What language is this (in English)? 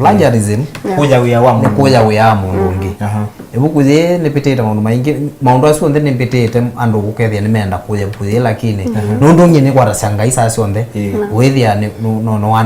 Kamba